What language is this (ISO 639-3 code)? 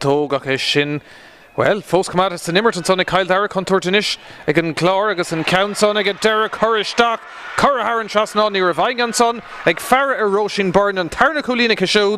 gle